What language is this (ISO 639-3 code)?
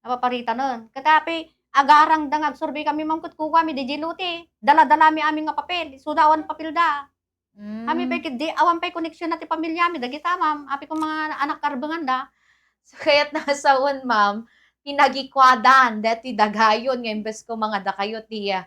ilo